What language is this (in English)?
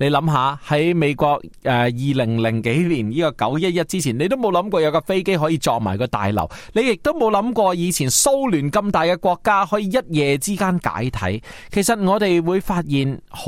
Cantonese